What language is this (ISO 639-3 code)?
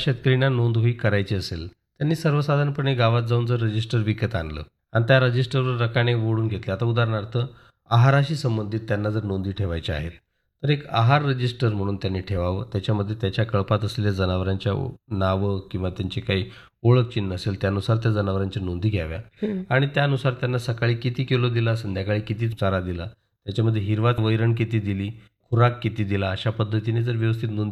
mar